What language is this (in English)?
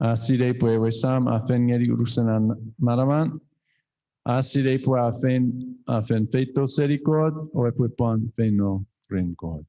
Chuukese